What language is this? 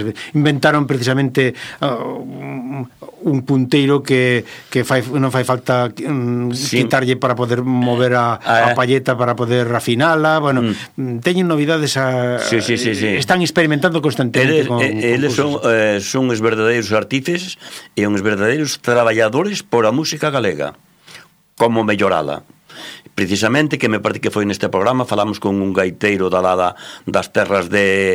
Galician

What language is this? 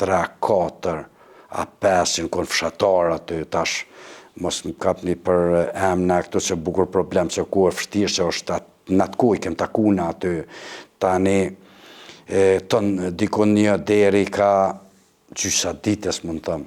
Albanian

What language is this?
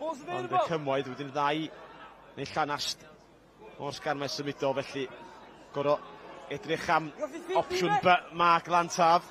Welsh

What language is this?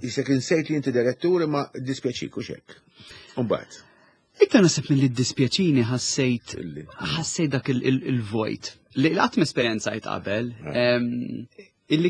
Maltese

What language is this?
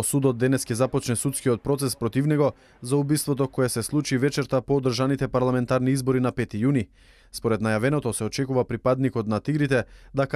Macedonian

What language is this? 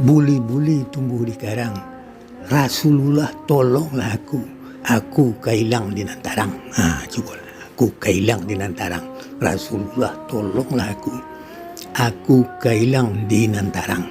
Minangkabau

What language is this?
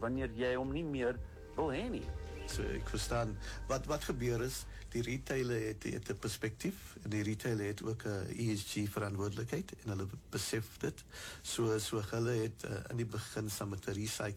Afrikaans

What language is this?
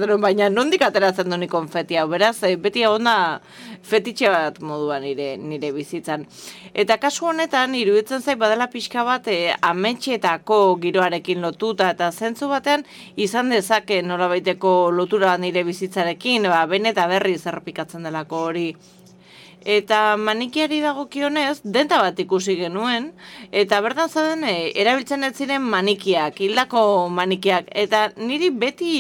Basque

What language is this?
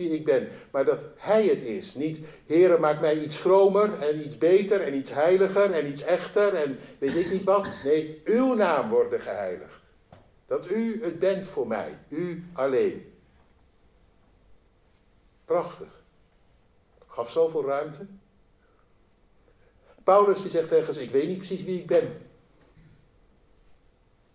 Dutch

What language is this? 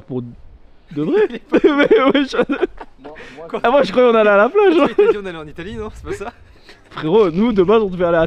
French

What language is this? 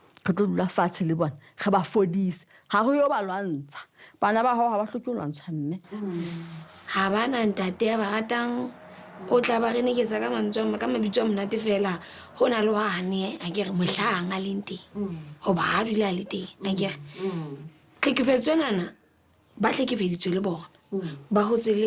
Southern Sotho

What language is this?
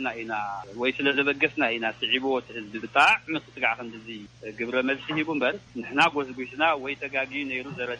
Tigrinya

